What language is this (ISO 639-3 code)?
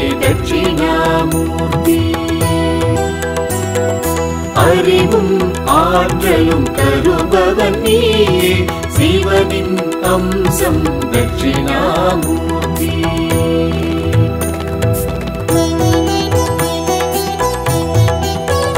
tam